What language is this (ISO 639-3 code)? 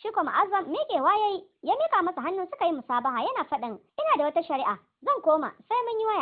hau